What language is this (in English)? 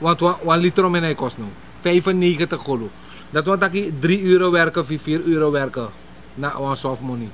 Sranan Tongo